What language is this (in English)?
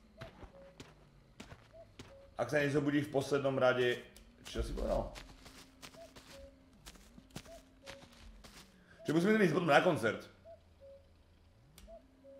Slovak